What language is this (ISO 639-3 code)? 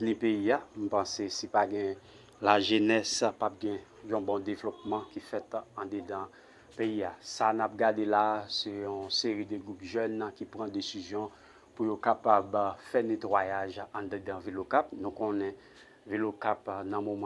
hat